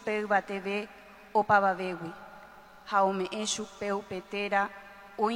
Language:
Guarani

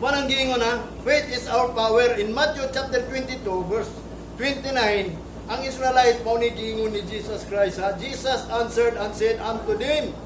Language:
Cebuano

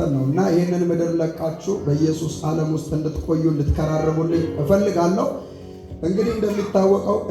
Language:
Amharic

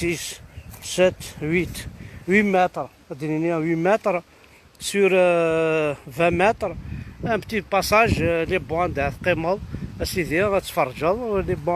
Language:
Kabyle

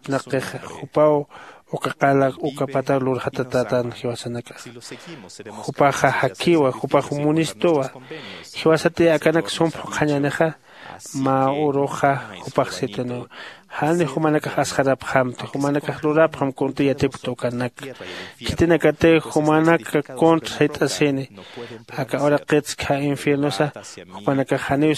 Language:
Aymara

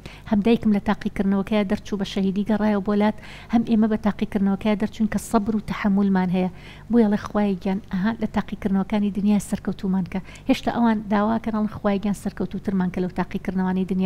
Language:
Central Kurdish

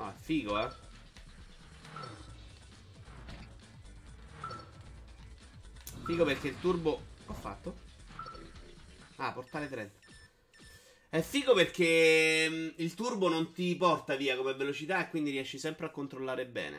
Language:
Italian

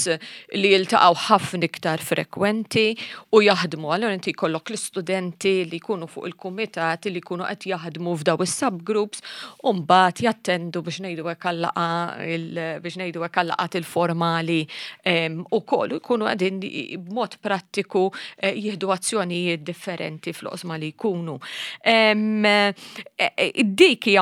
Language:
Maltese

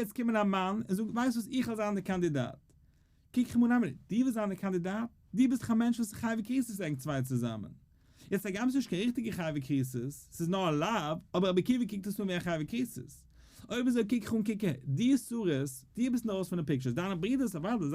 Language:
Yiddish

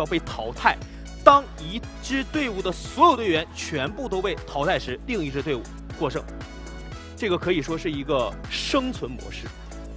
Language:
Chinese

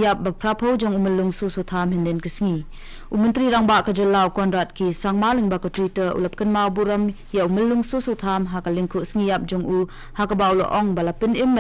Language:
Khasi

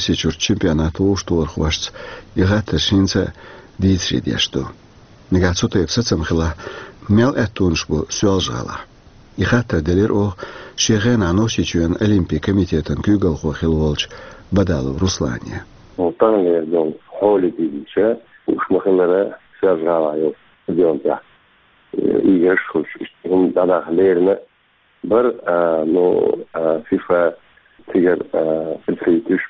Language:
Chechen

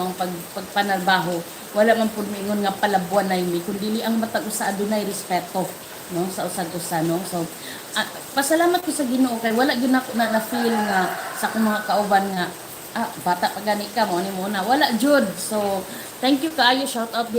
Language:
Cebuano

